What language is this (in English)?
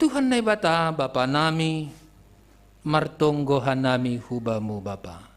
Batak Simalungun